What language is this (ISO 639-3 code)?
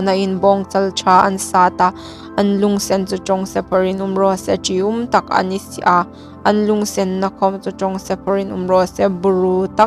hmr